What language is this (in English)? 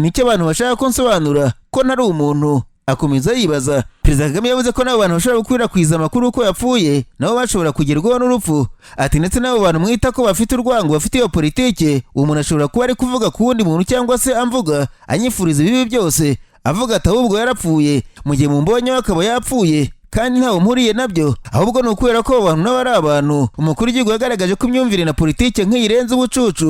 Kinyarwanda